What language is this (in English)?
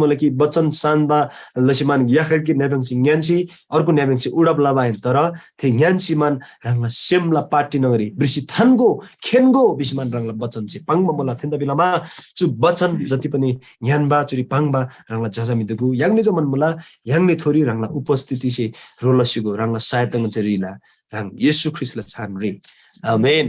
Eastern Tamang